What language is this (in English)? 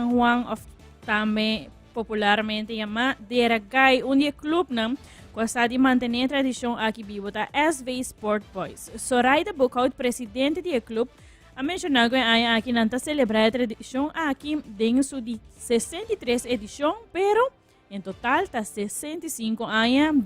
Papiamento